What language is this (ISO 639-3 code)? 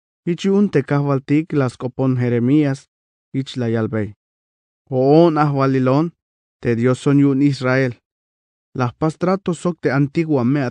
tzh